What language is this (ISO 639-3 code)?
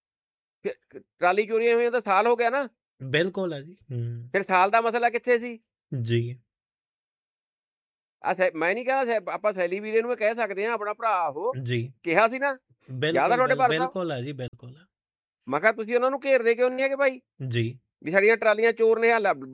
pan